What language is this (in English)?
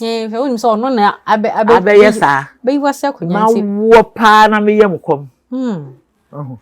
Akan